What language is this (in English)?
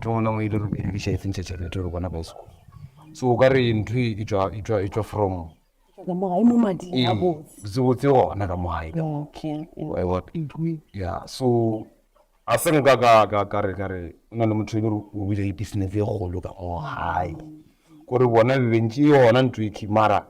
Northern Sotho